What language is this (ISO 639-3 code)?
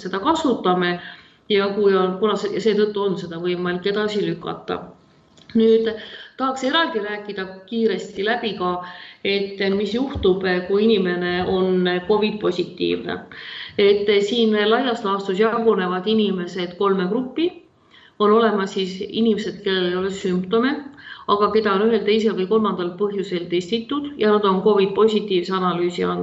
est